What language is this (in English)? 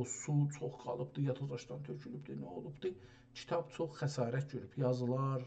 South Azerbaijani